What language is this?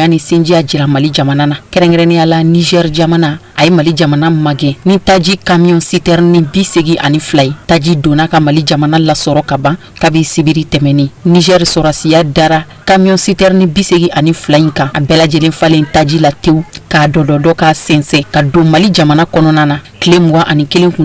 Bambara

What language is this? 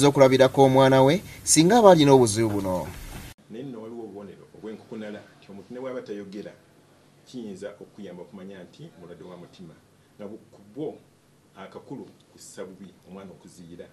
Ganda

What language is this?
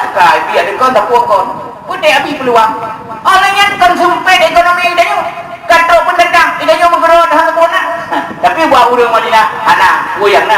Achinese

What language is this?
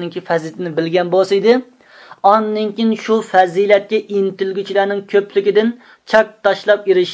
Uyghur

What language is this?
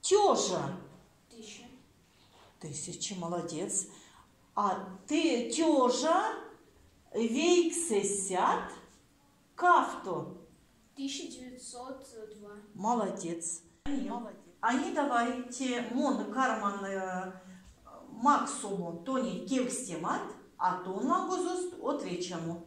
Erzya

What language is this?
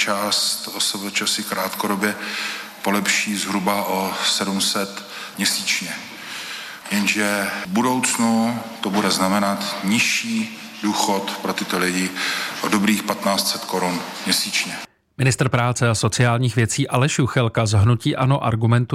Czech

